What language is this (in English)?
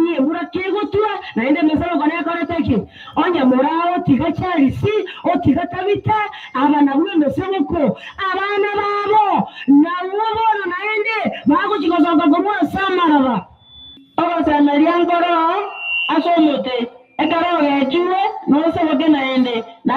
Gusii